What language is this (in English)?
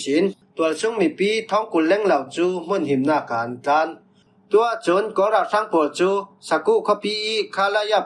Falam Chin